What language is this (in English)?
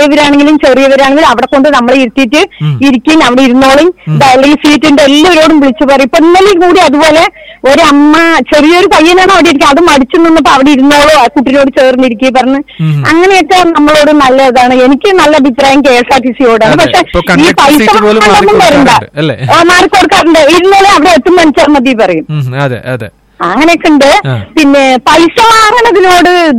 Malayalam